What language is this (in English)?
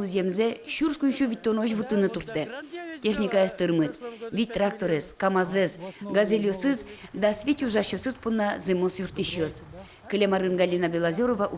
Udmurt